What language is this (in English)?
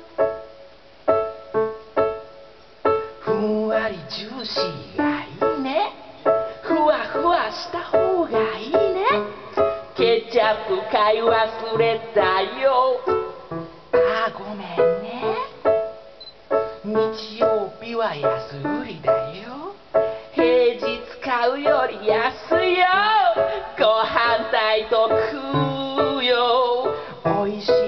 Japanese